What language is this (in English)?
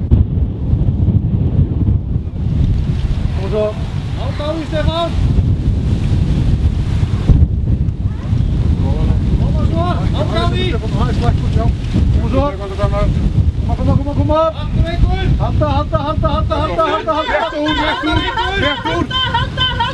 Icelandic